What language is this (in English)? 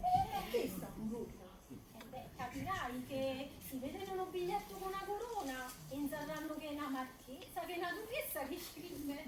Neapolitan